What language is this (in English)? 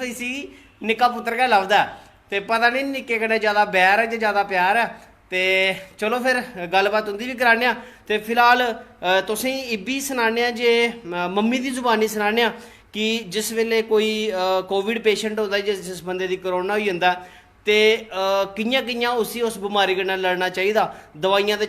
Dogri